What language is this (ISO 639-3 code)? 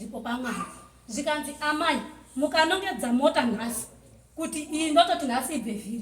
sna